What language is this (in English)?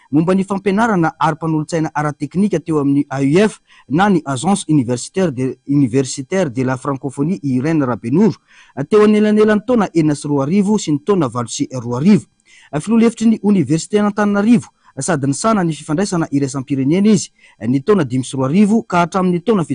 Malagasy